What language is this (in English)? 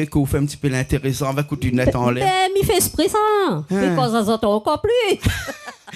Réunion Creole French